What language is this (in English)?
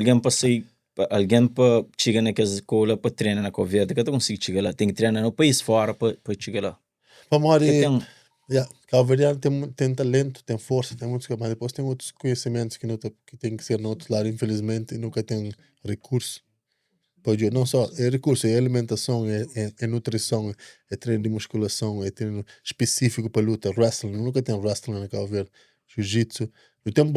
Kabuverdianu